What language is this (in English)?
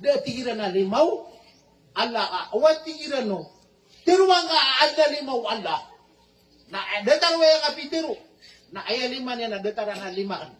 Maranao